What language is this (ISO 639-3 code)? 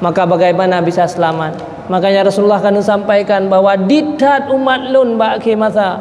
ace